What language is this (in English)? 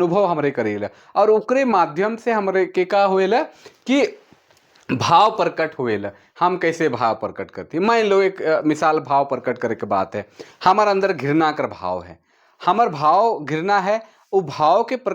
Sadri